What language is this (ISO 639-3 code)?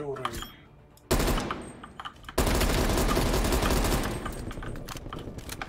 rus